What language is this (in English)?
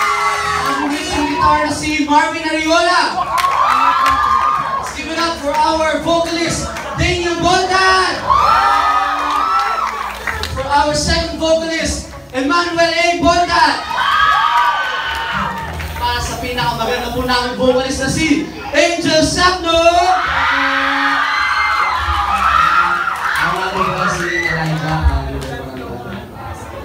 Filipino